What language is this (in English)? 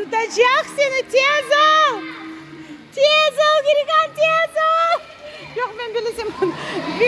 Crimean Tatar